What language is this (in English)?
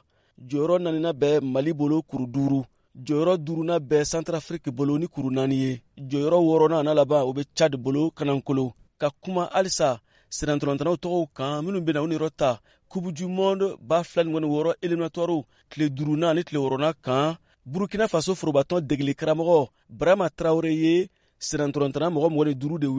Bambara